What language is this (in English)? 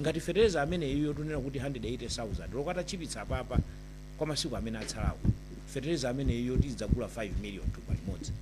Nyanja